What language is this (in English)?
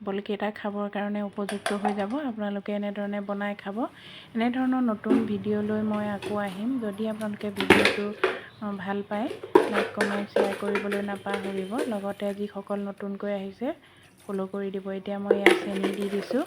Assamese